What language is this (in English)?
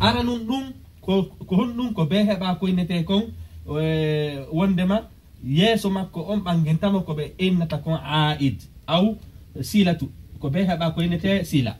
Pular